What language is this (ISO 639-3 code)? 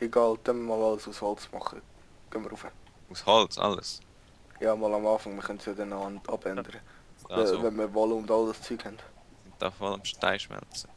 gsw